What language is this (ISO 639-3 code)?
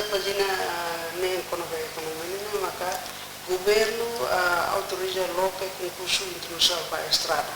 tet